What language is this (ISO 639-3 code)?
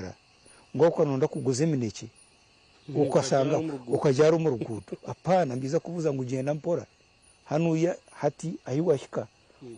nyn